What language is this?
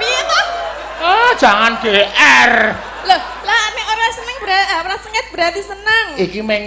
Javanese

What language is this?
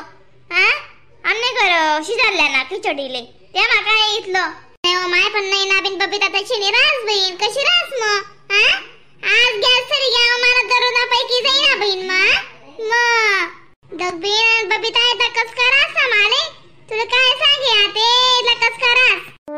Khandesi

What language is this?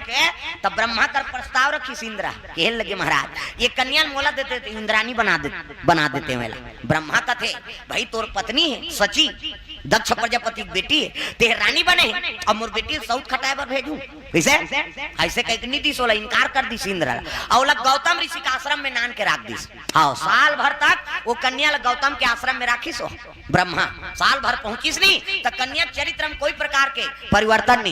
Chhattisgarhi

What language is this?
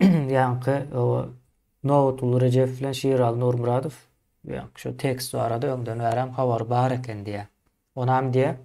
Turkmen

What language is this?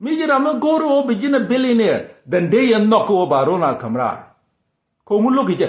Nuer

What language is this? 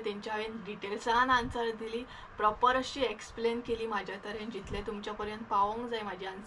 Konkani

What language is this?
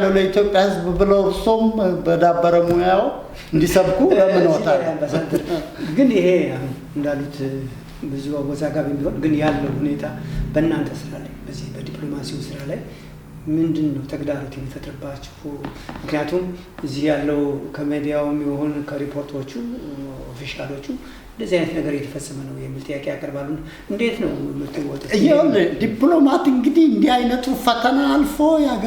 Amharic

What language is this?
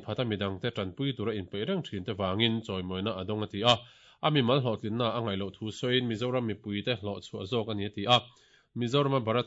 Mizo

